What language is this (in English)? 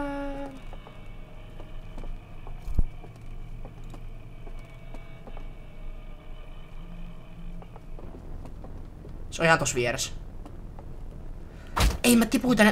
Finnish